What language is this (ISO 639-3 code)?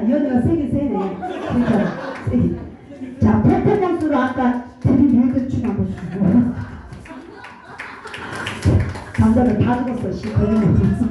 kor